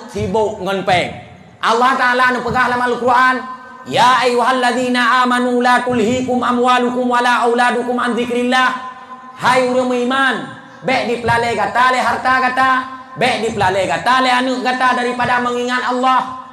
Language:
Achinese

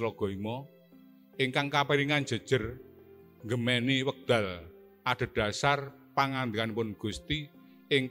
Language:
Javanese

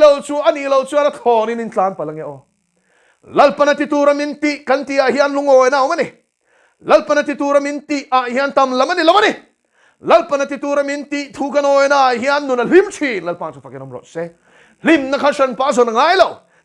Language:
Mizo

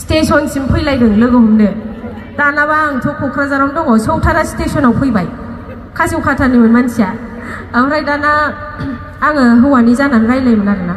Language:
Bodo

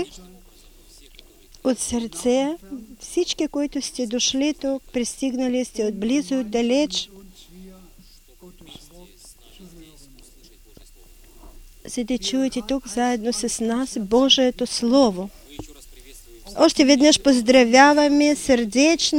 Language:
Bulgarian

